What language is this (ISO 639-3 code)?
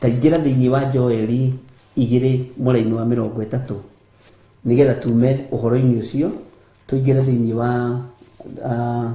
kik